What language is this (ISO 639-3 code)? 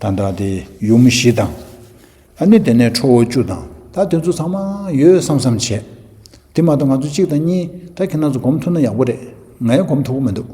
bod